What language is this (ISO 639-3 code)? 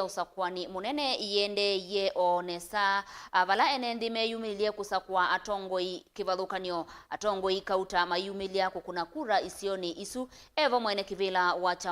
kam